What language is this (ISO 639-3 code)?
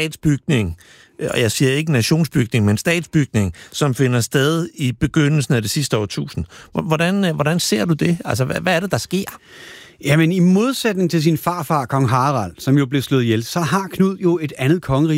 dan